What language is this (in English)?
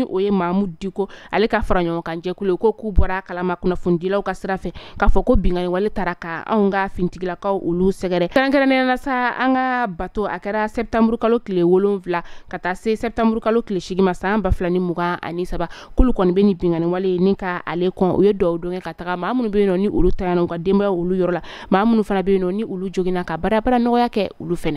Bambara